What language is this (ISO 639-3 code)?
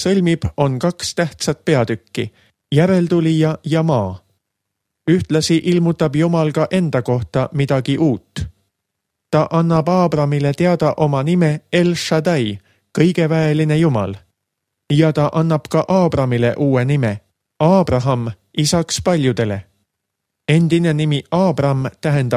est